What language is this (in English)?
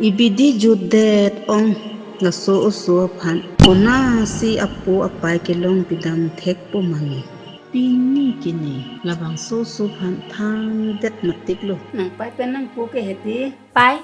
Karbi